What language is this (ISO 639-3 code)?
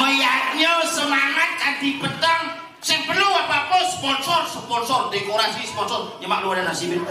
ban